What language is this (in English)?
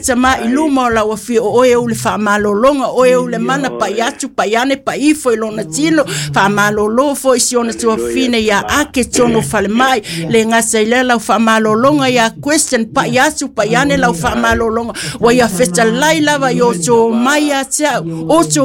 Samoan